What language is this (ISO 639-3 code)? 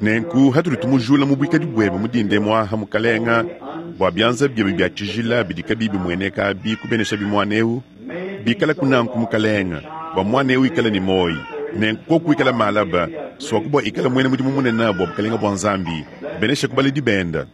lua